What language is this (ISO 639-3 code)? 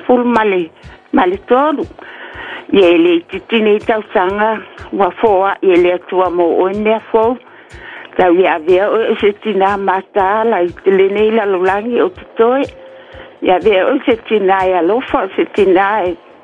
smo